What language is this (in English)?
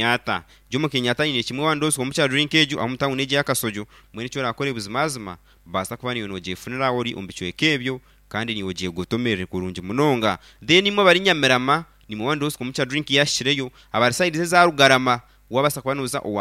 Nyankole